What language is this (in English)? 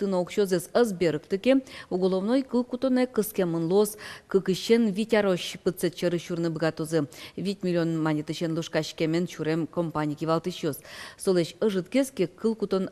Udmurt